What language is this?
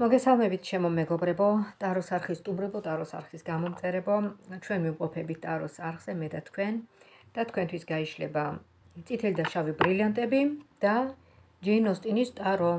Georgian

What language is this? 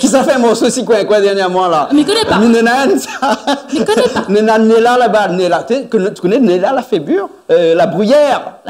Réunion Creole French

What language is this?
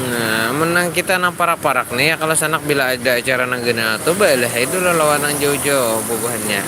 Banjar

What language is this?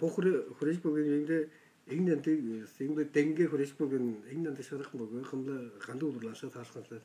Tuvinian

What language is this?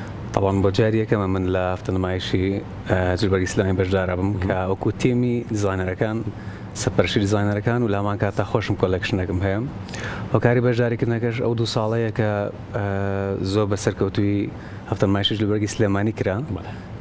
Central Kurdish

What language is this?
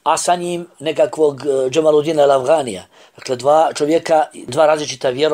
Bosnian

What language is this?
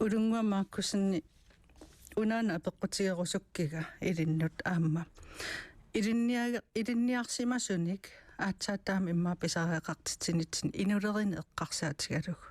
Kalaallisut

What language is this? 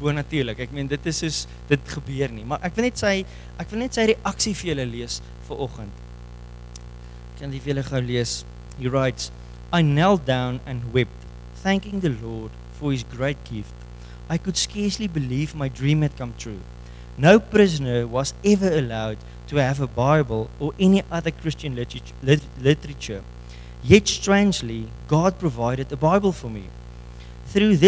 Afrikaans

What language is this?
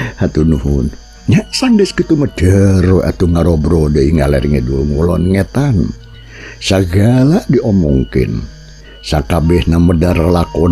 Sundanese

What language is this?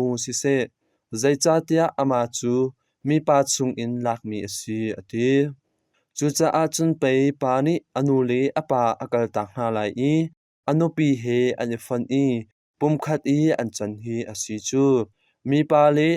Hakha Chin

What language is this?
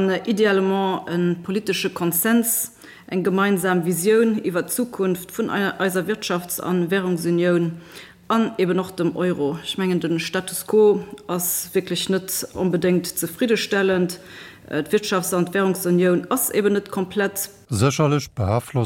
Luxembourgish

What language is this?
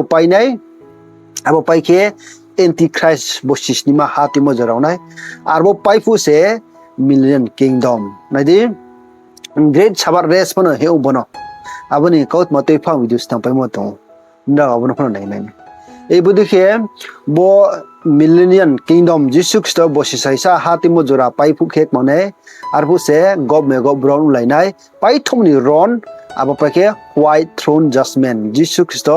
Riang (India)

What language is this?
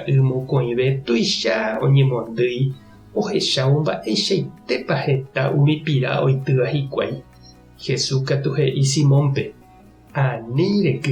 Guarani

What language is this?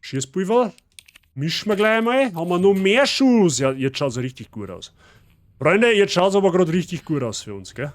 Bavarian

